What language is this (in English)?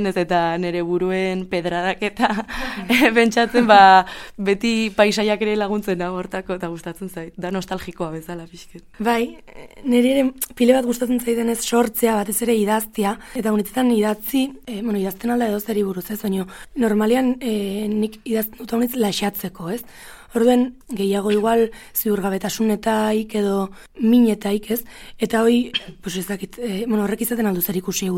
Basque